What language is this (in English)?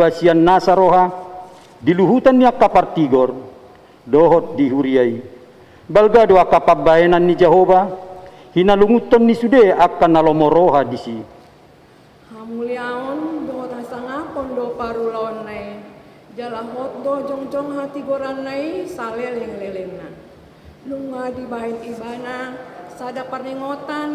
Batak Toba